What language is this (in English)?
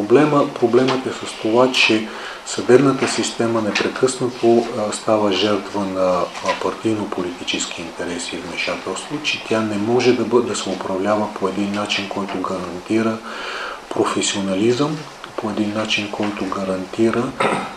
Bulgarian